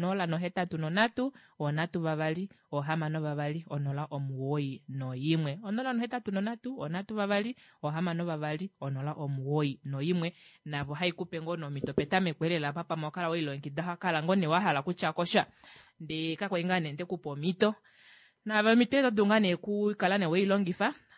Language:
Kuanyama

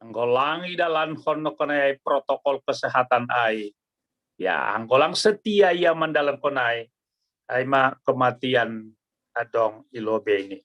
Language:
Batak Simalungun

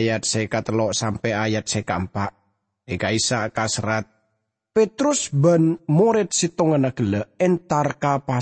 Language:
Madurese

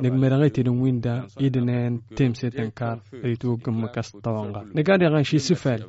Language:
Tamasheq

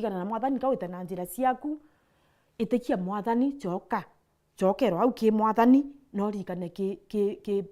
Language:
Meru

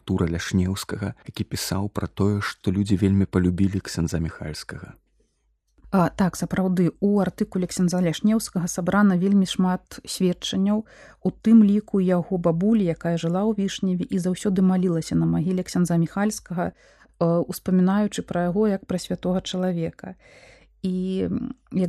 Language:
Belarusian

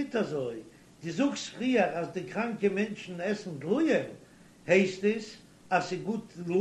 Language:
Yiddish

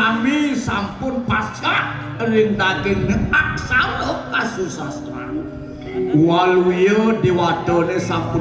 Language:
Balinese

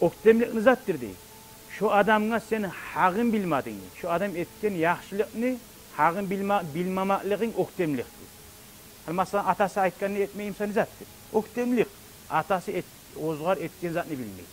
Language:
Kumyk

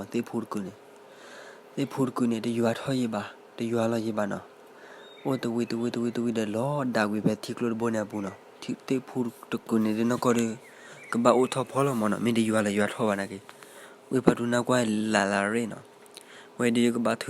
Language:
S'gaw Karen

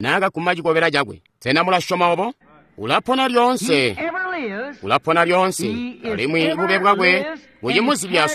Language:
Tonga (Zambia)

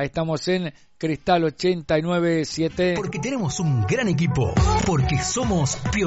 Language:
Spanish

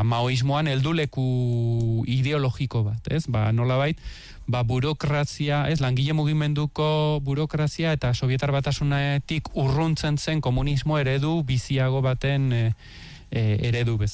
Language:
Basque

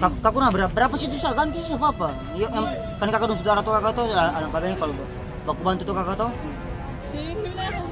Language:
Ambonese Malay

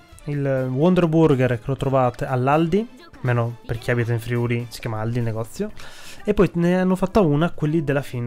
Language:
Italian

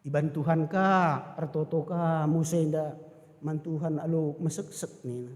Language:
Batak Karo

